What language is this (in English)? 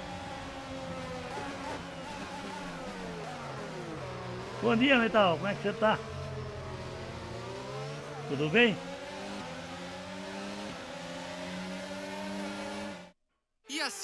Portuguese